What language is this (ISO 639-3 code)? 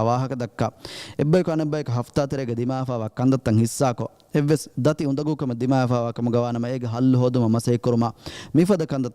div